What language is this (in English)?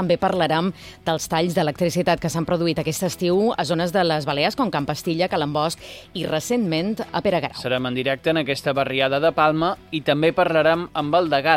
Catalan